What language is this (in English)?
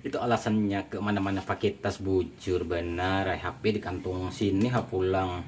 Banjar